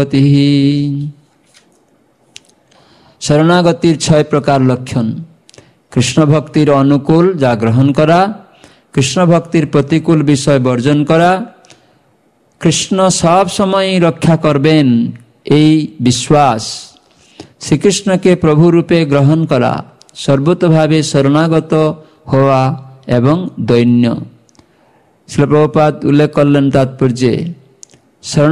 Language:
Bangla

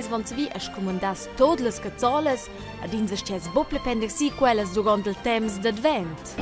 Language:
Romansh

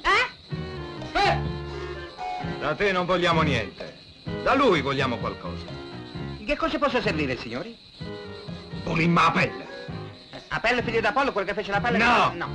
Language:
Italian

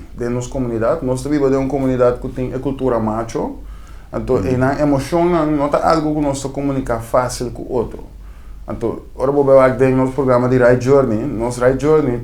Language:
Papiamento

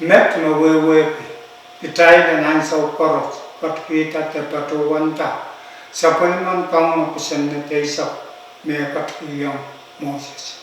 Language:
Pohnpeian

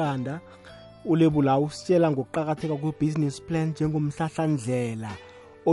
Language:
South Ndebele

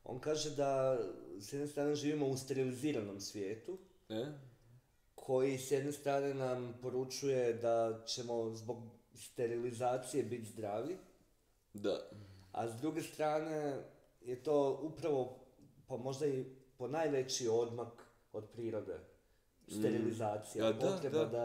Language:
Croatian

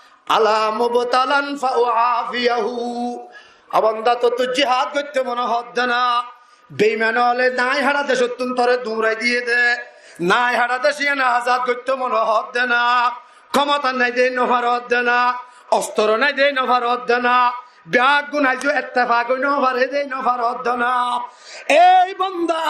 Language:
Rohingya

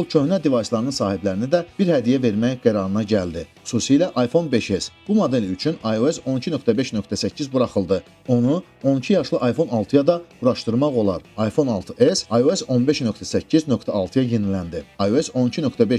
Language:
Azerbaijani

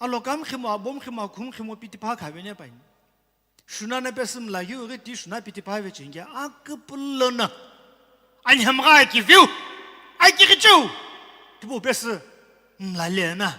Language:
Sumi Naga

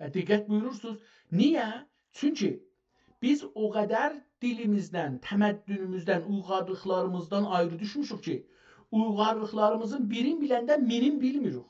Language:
South Azerbaijani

